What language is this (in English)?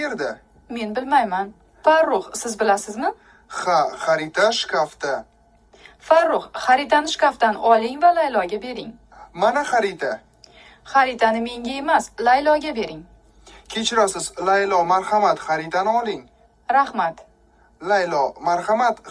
Uzbek